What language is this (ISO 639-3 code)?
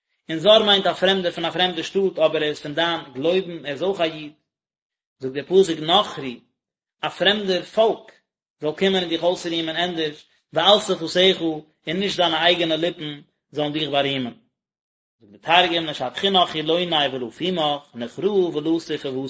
yid